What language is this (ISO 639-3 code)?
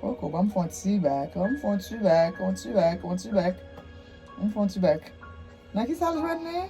hat